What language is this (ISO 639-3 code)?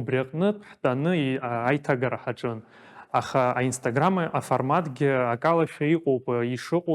abk